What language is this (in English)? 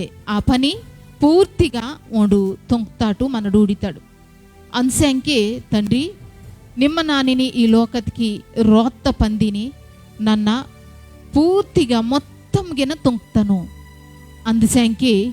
Koya